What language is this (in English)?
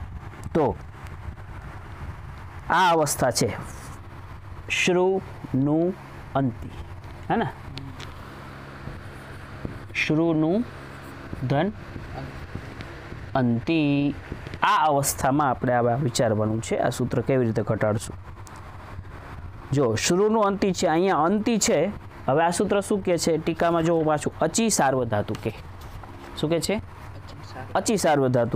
Gujarati